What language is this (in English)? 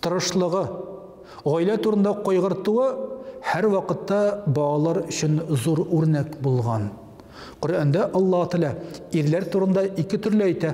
Tatar